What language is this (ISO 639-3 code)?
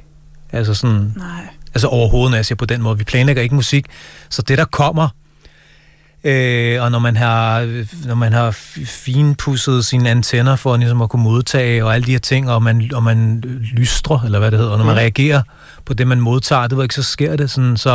dan